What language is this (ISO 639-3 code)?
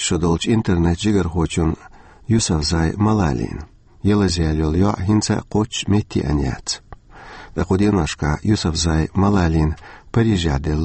che